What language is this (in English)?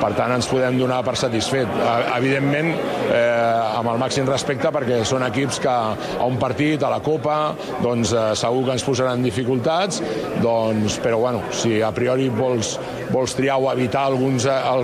Catalan